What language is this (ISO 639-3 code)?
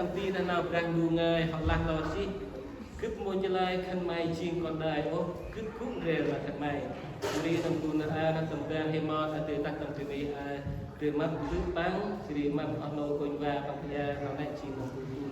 cmo